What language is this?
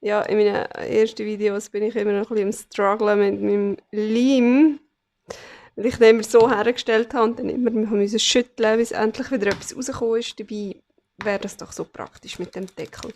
Swiss German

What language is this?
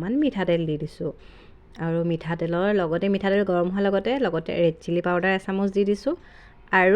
Assamese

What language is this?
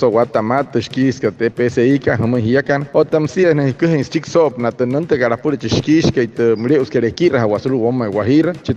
Wayuu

